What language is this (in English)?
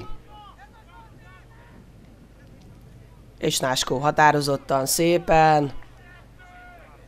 Hungarian